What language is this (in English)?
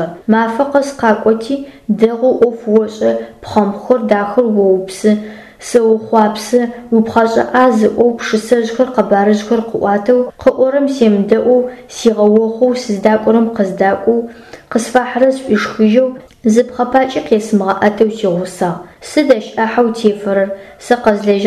Adyghe